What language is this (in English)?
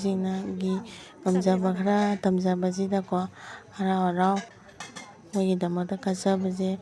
Manipuri